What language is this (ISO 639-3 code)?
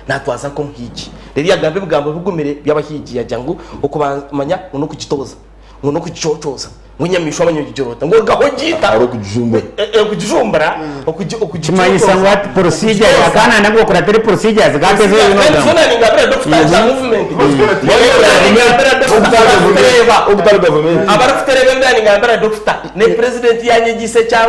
nyn